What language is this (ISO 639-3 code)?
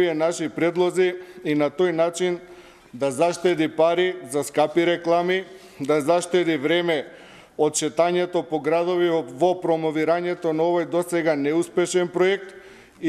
mkd